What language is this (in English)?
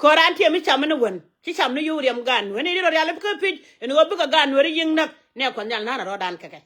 Nuer